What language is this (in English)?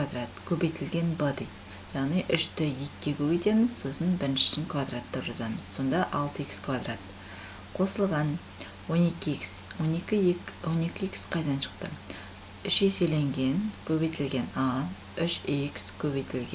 Kazakh